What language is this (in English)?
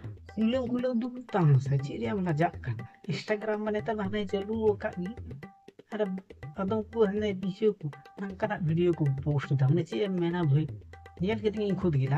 Santali